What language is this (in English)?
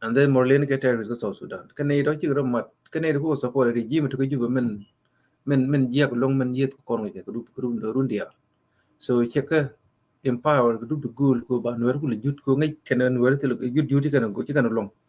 Nuer